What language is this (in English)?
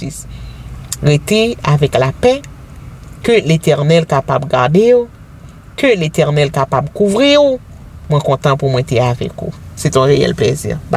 Haitian Creole